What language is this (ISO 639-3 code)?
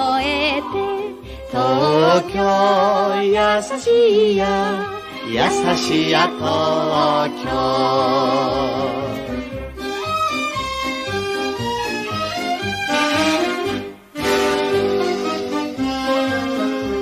jpn